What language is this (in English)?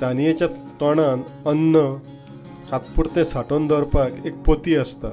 Konkani